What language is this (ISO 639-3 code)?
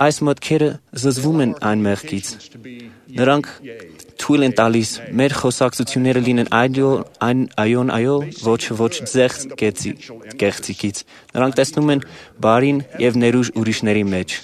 hye